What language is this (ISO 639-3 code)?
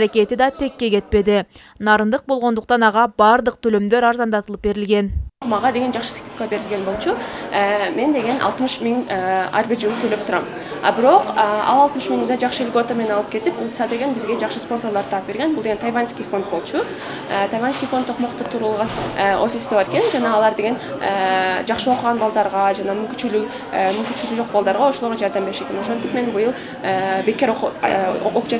kir